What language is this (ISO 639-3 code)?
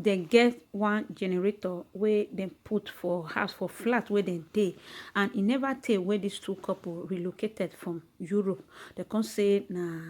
pcm